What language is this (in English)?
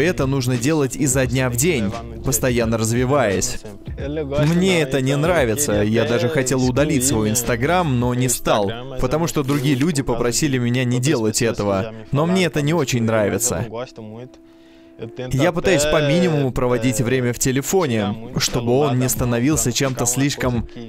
Russian